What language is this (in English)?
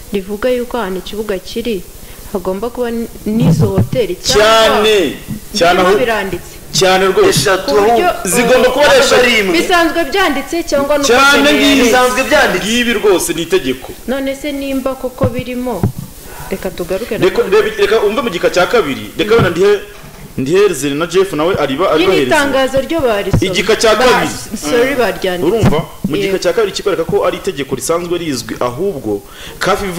Kinyarwanda